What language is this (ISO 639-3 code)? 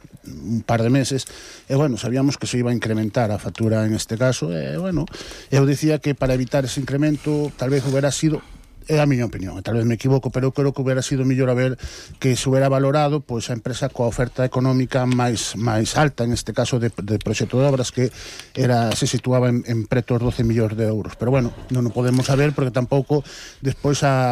glg